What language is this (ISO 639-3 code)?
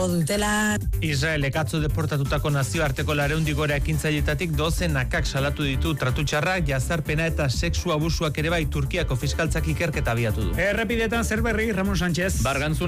eus